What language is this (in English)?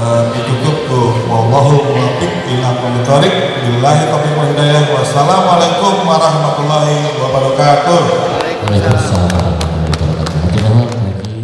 Sundanese